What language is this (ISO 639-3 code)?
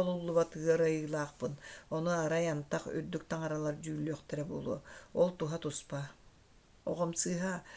sah